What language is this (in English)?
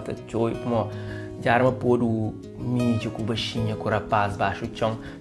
Kabuverdianu